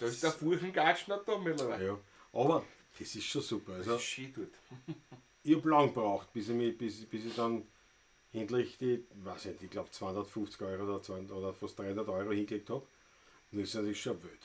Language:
Bavarian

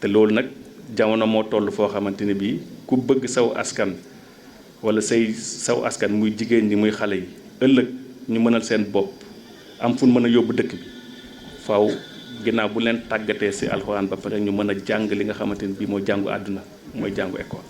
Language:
Wolof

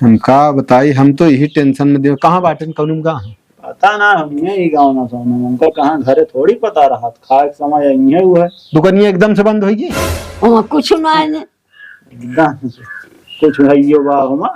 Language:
Awadhi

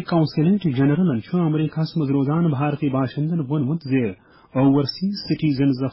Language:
Kashmiri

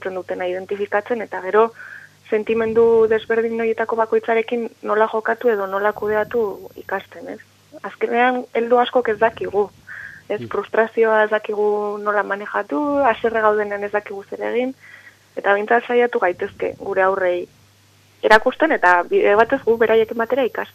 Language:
Basque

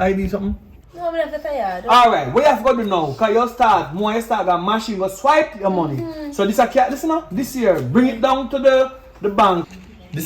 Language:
Jamaican Creole English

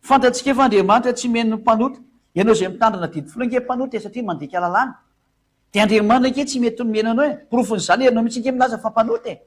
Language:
Malagasy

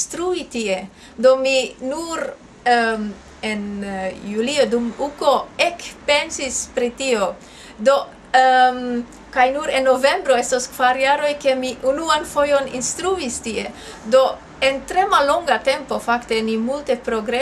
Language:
Esperanto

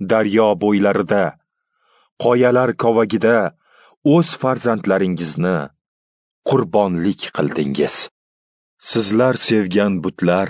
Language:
Uzbek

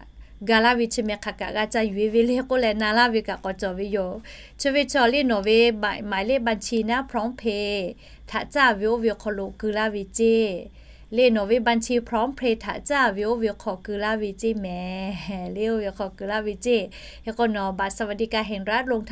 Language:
Lahu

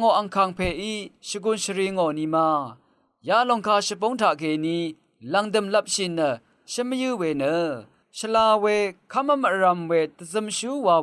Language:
Rawang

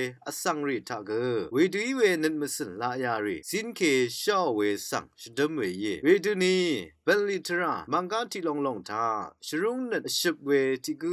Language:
Rawang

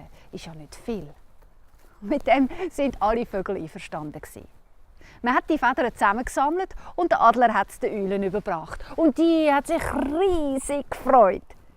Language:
Swiss German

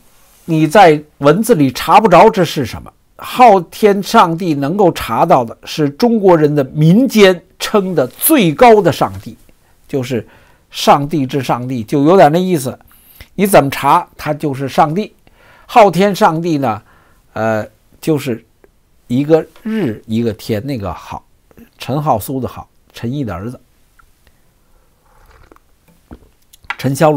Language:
Chinese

